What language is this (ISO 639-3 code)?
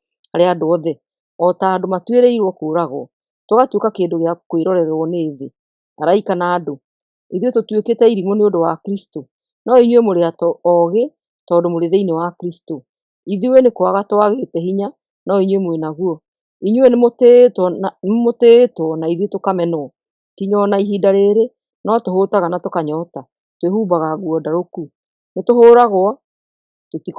kik